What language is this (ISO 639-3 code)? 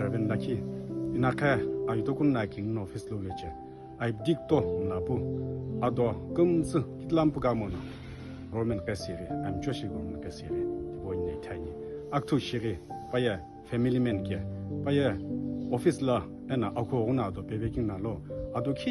nsm